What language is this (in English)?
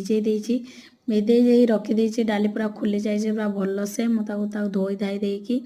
Odia